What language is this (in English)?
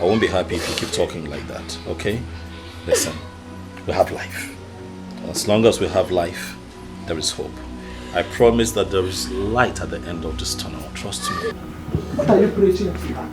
Nigerian Pidgin